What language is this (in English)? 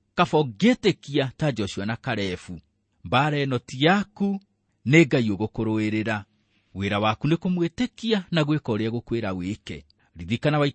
Kikuyu